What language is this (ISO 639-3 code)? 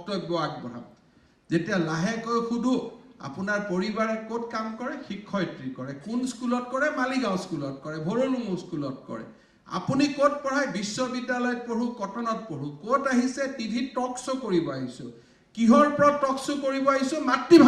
asm